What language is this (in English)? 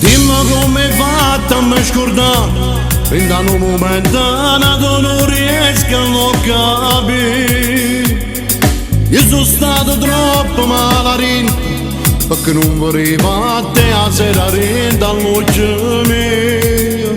Neapolitan